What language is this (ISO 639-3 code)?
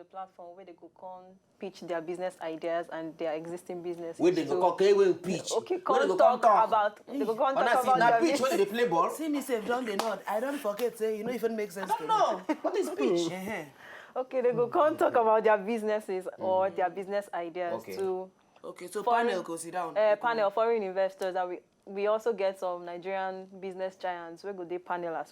pcm